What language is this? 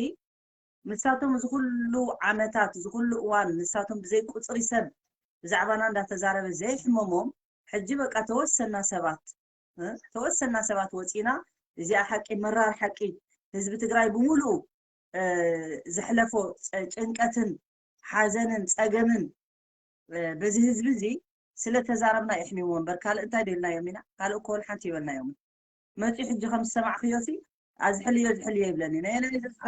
Tigrinya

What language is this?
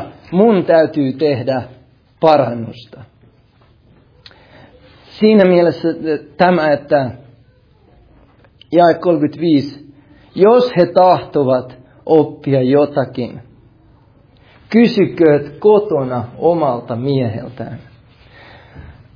Finnish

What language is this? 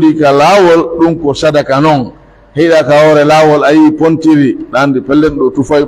Pular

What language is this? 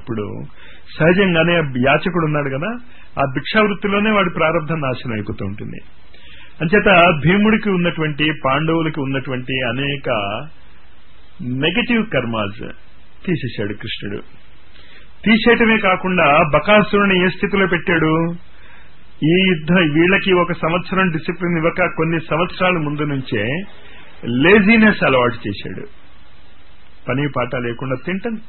Telugu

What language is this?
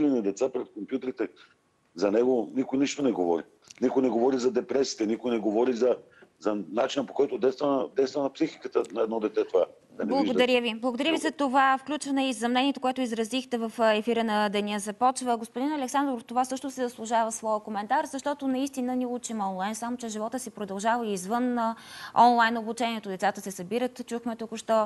Bulgarian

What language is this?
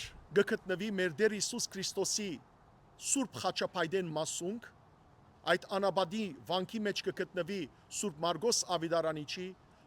Western Armenian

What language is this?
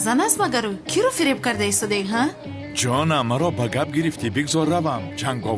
Tajik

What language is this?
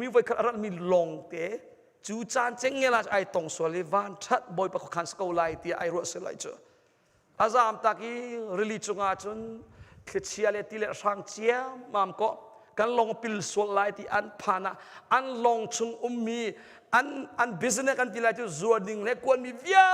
Hakha Chin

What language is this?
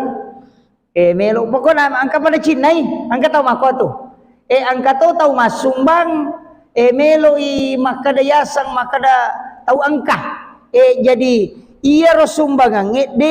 Buginese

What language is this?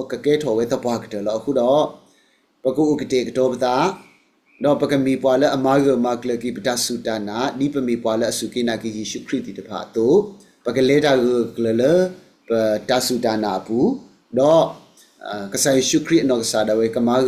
S'gaw Karen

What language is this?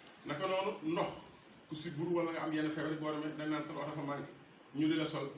Wolof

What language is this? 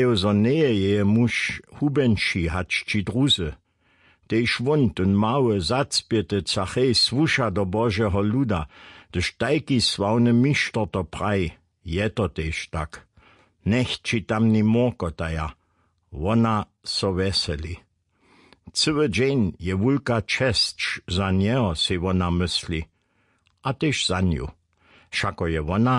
Upper Sorbian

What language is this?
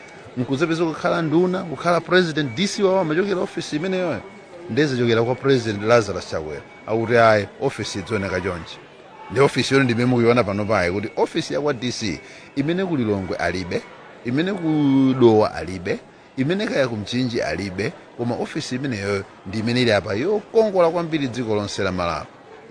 Nyanja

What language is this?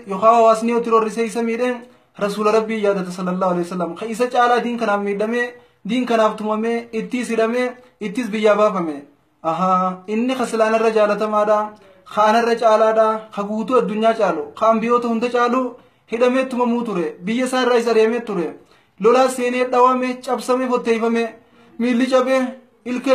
Oromo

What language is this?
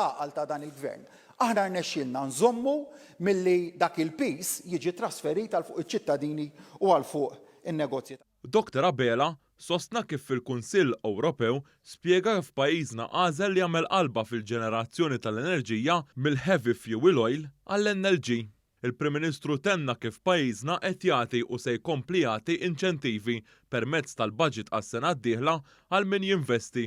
Maltese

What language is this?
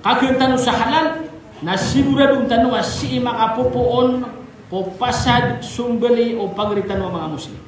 Maranao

